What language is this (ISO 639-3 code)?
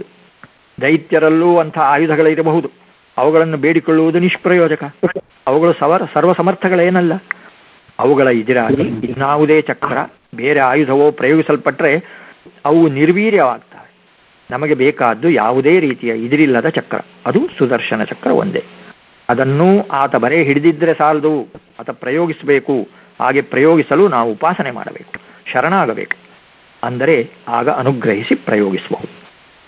kan